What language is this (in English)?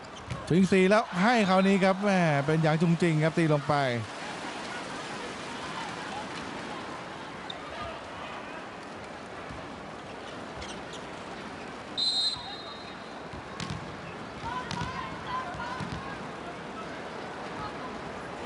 Thai